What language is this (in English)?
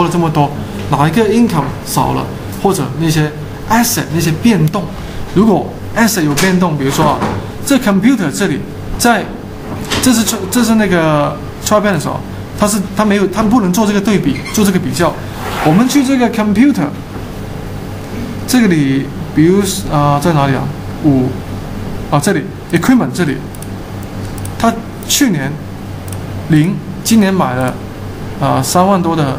Chinese